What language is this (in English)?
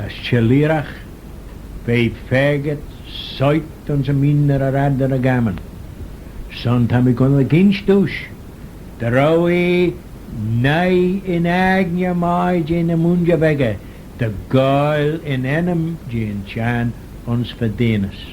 Manx